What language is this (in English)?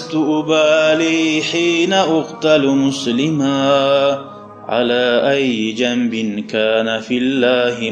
Kumyk